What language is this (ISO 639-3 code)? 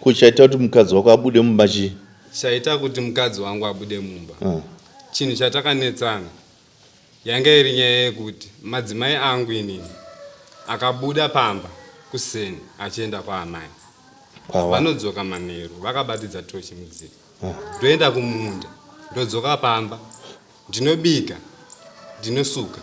sna